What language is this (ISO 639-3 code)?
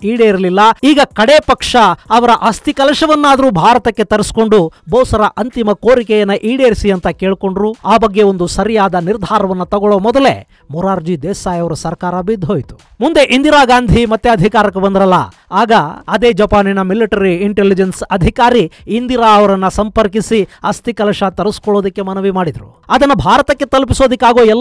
kan